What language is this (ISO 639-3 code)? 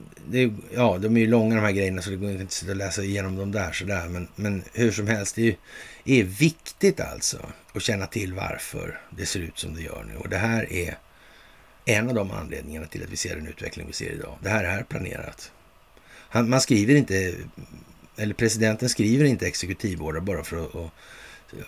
swe